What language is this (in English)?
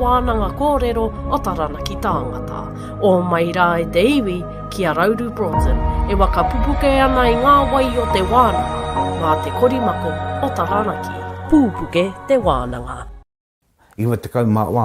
Māori